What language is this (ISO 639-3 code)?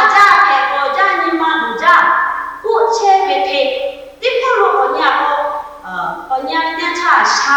lhu